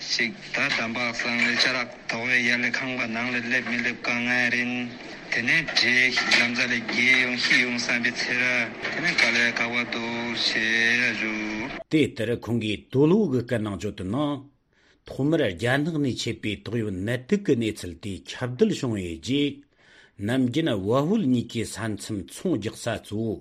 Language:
Tibetan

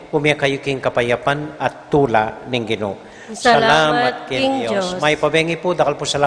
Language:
Pampanga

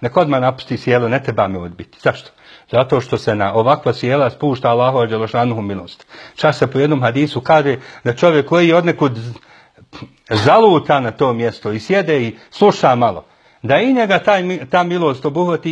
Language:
Bosnian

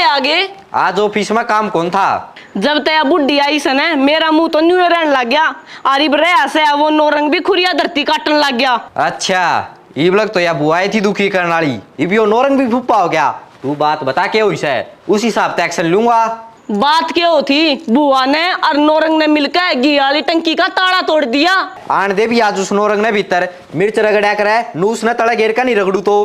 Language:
Haryanvi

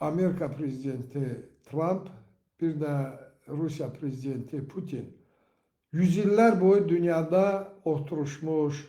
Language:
Azerbaijani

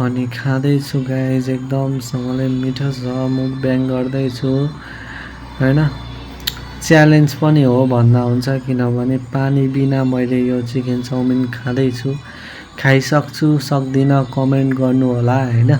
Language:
Nepali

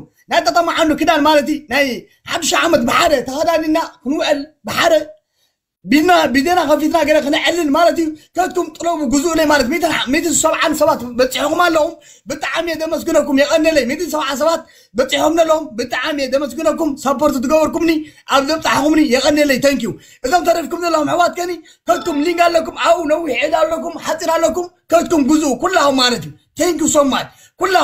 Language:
Tigrinya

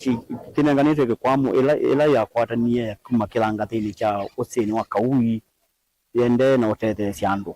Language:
Kamba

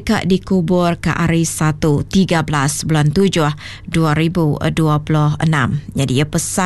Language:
Iban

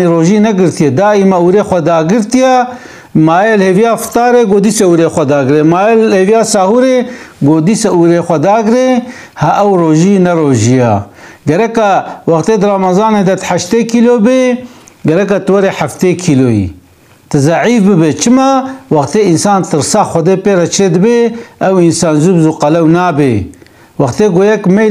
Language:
Kurdish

